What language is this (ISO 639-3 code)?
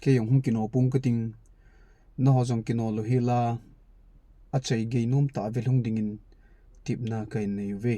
tcz